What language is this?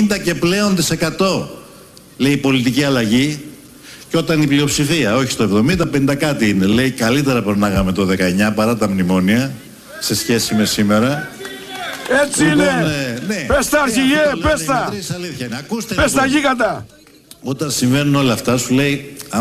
Greek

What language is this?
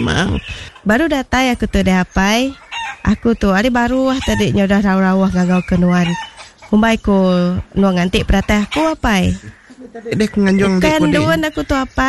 Iban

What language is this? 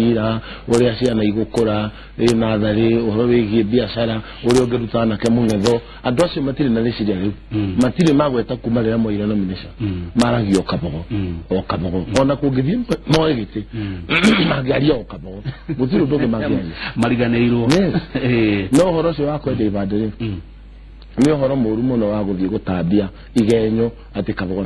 Kikuyu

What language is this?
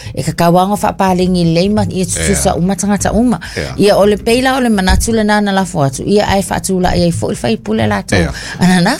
Samoan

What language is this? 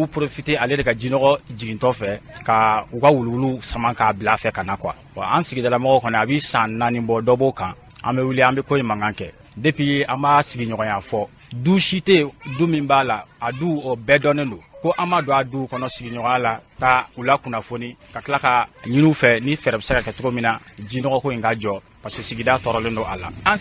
Bambara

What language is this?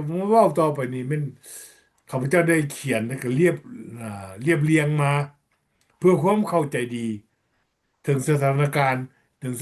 Lao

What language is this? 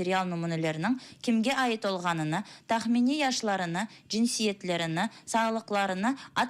Crimean Tatar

